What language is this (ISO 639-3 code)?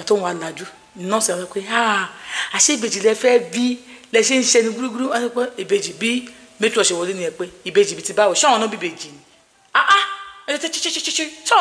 yor